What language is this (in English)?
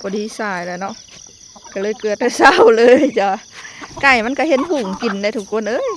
Lao